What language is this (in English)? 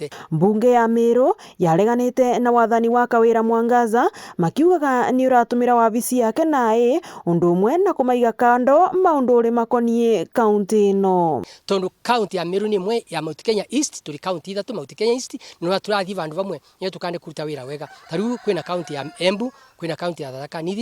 Meru